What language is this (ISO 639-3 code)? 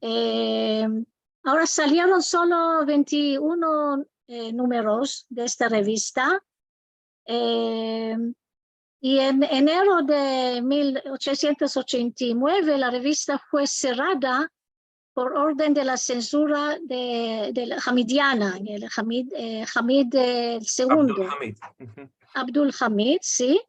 lad